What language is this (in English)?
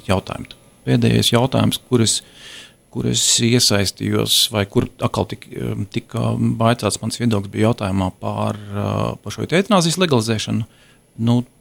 Latvian